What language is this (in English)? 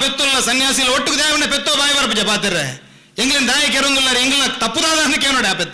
Tulu